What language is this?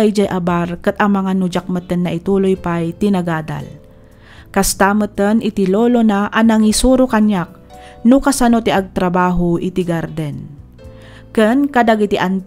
Iloko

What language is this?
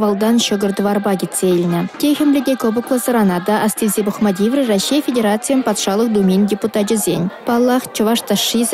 Chuvash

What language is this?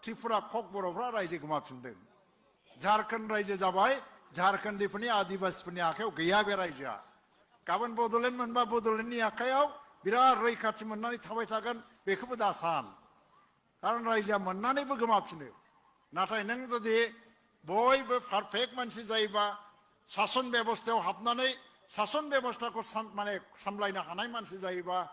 Bodo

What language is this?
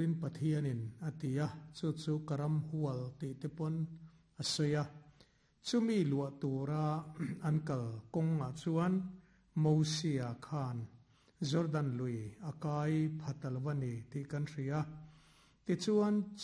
Mizo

